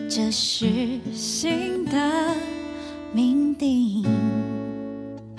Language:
Chinese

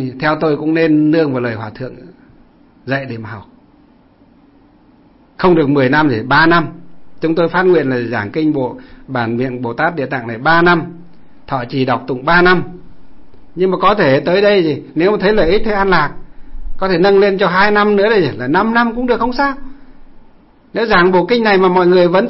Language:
Vietnamese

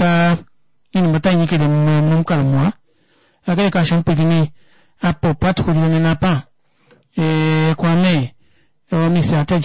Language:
Kuanyama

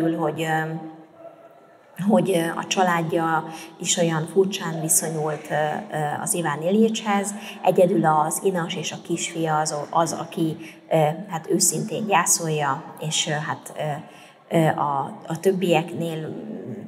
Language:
Hungarian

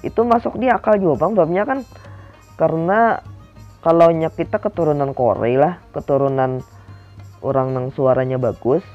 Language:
Banjar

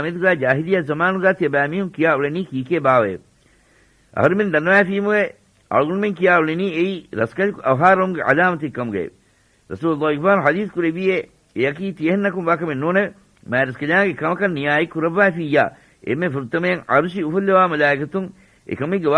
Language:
Divehi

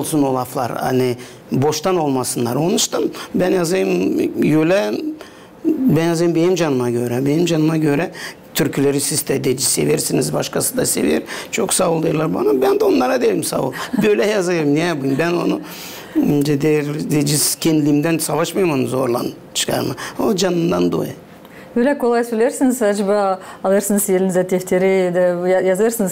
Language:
Gagauz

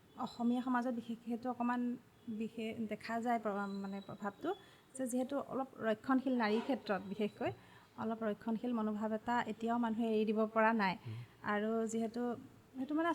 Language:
Assamese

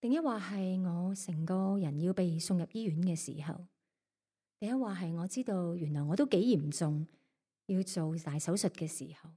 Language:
Cantonese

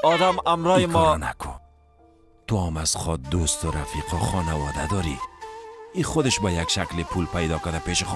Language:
Persian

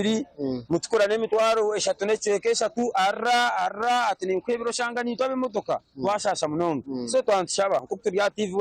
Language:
Nyankole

